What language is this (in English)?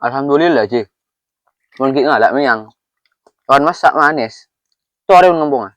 Madurese